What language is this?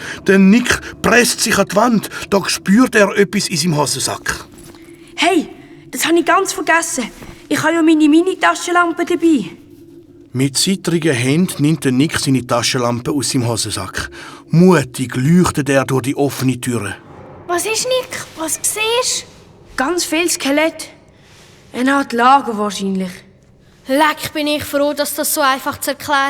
Swiss German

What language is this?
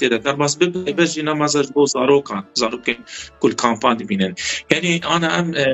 Kurdish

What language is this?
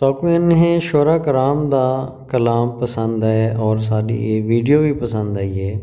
Saraiki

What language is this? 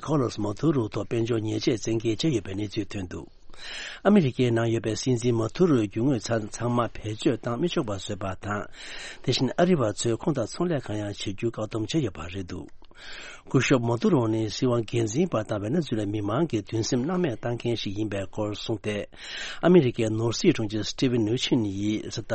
Tibetan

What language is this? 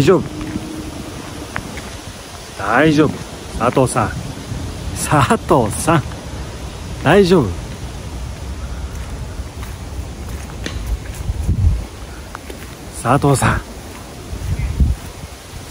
Japanese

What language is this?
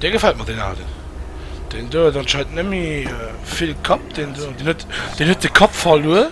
Luxembourgish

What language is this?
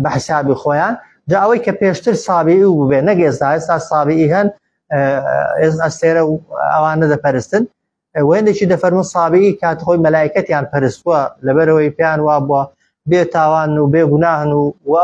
Central Kurdish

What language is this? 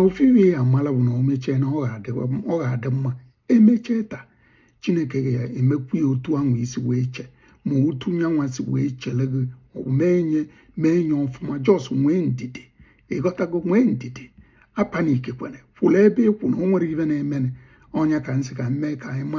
Igbo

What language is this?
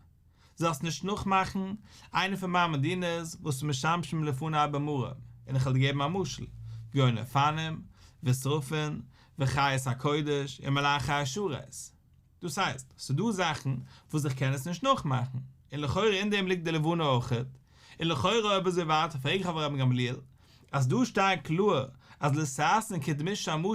Yiddish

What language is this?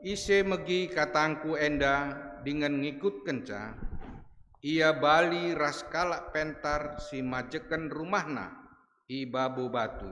Batak Karo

